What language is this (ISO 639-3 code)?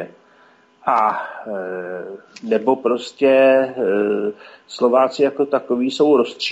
ces